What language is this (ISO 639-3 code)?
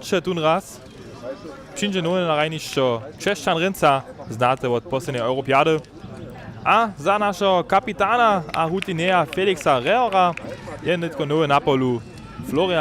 hsb